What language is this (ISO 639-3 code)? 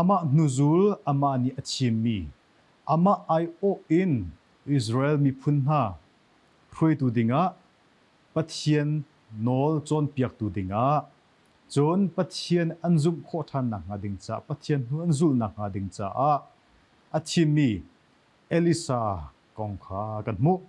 cnh